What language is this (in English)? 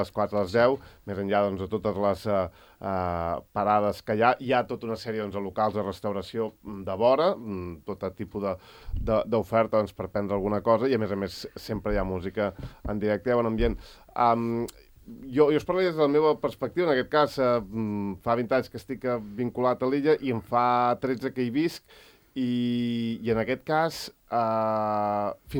Catalan